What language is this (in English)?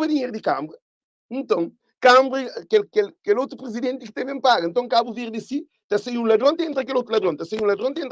Kabuverdianu